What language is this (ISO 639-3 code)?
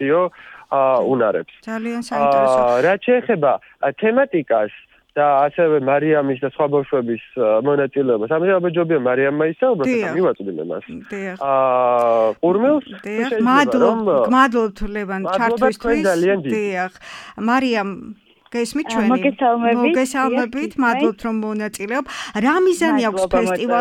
kat